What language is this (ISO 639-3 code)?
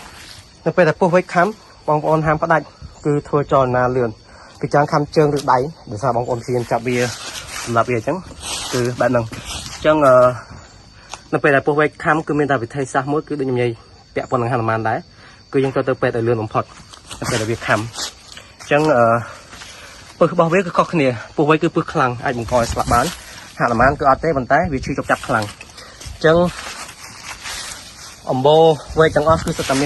khm